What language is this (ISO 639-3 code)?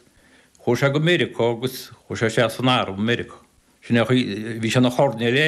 gle